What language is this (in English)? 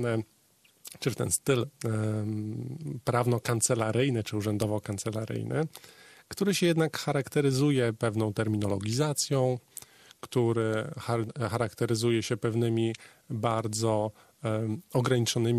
Polish